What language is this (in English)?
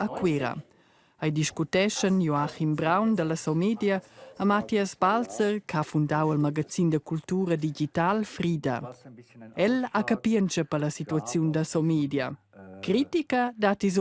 Romansh